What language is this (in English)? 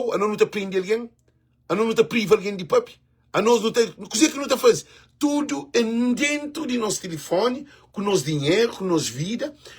Kabuverdianu